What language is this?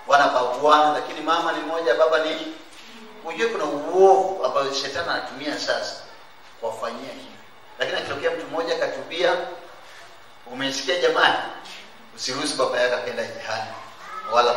Swahili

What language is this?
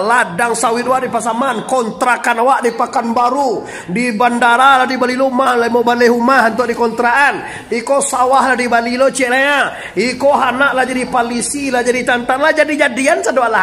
Minangkabau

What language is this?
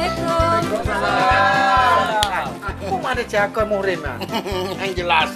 Achinese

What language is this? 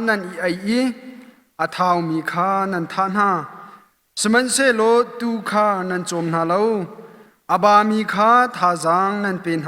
Hakha Chin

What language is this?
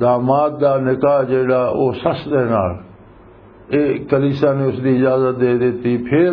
Western Panjabi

